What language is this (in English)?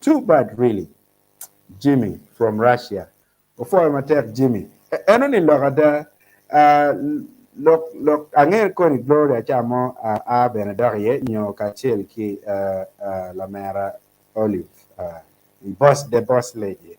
Acoli